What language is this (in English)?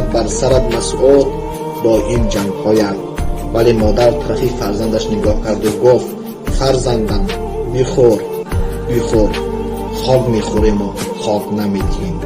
Tajik